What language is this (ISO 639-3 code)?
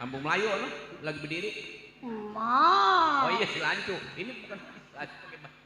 bew